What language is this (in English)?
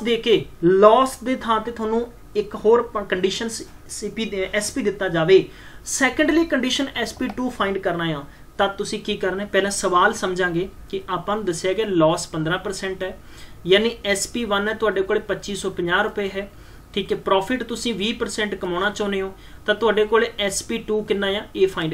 Punjabi